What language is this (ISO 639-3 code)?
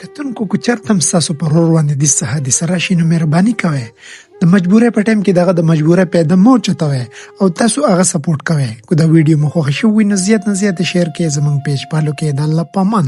pus